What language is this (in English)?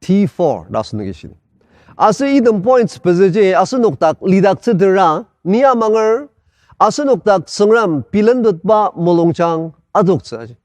Ao Naga